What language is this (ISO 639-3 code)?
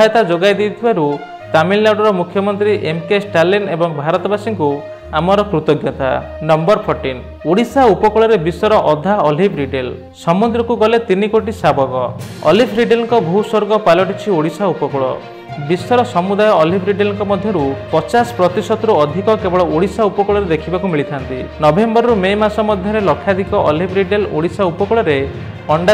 ori